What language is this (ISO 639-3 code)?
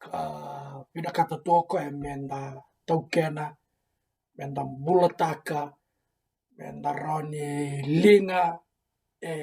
fij